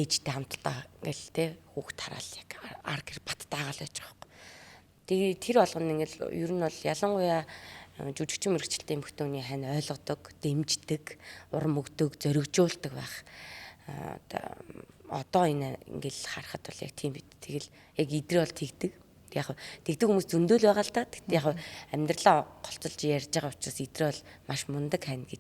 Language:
Mongolian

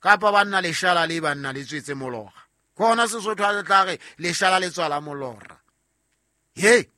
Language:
Southern Sotho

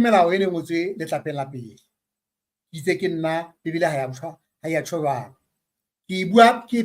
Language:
Southern Sotho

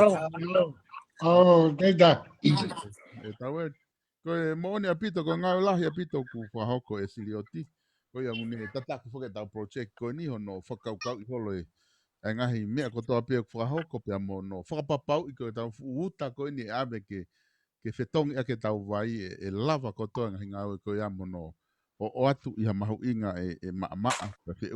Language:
Tongan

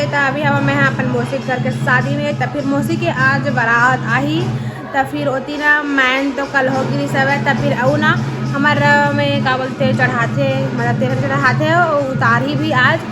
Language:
Chhattisgarhi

